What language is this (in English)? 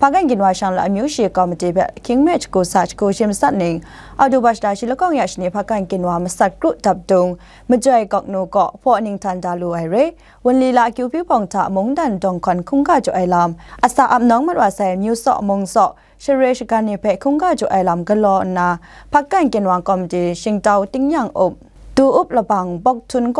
Kachin